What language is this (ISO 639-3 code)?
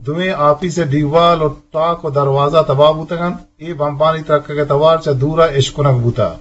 bgp